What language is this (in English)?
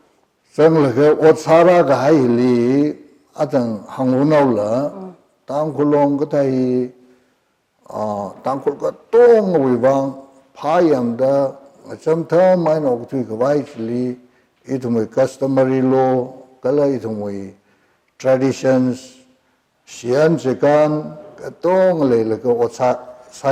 Tangkhul Naga (India)